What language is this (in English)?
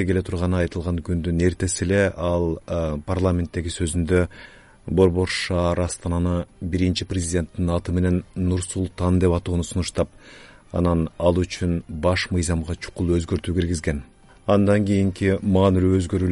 Kyrgyz